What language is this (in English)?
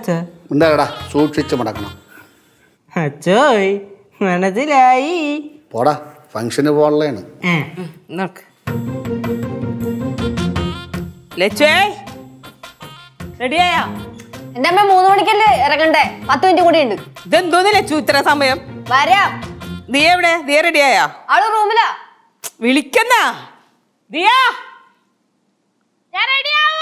Malayalam